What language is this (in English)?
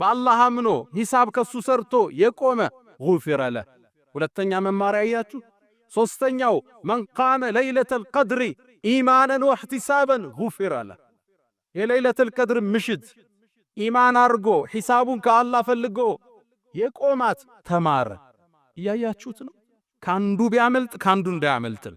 Amharic